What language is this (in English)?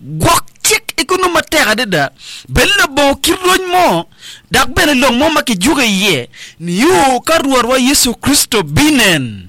Acoli